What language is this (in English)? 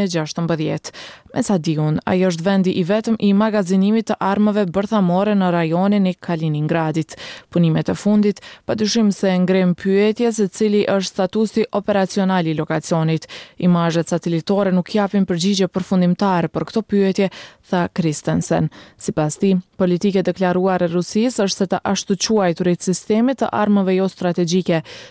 Albanian